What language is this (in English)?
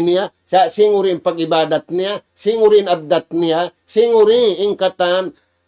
Tausug